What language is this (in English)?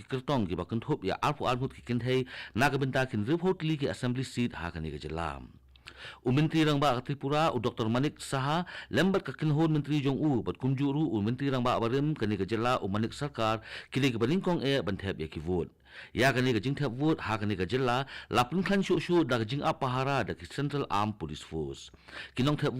Khasi